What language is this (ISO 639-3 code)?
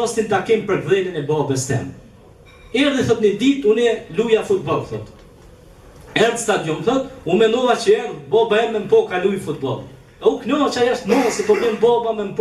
sqi